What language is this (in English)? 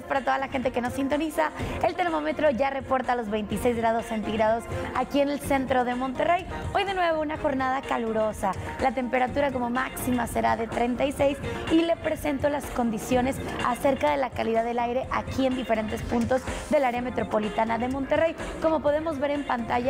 Spanish